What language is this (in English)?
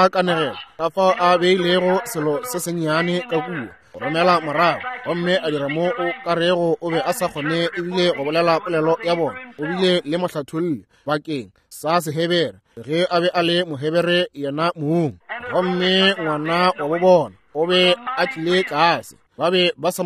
Northern Sotho